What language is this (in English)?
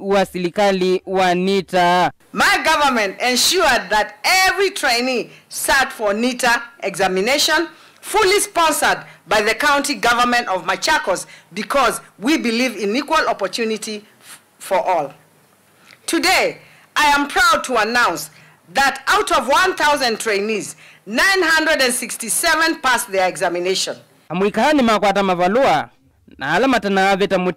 Kamba